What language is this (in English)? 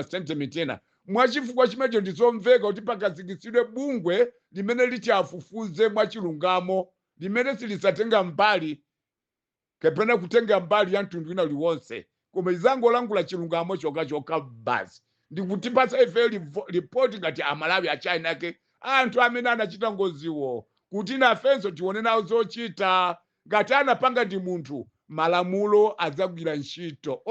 Nyanja